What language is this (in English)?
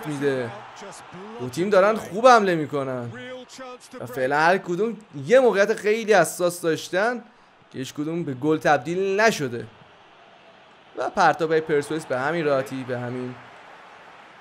Persian